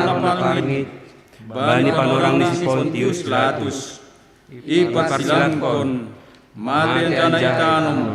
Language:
Batak Simalungun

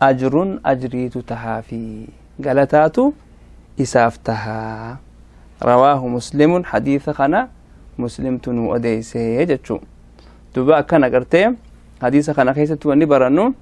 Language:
Oromo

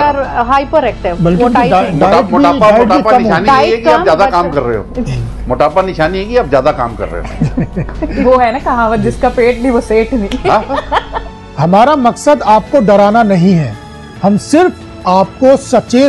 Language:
Hindi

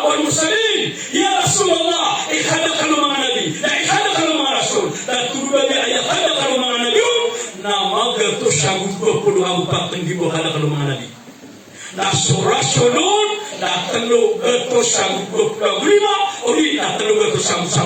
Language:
Maranao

